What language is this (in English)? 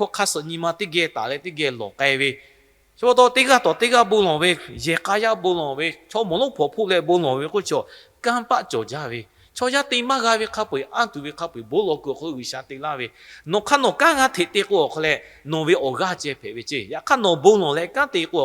Lahu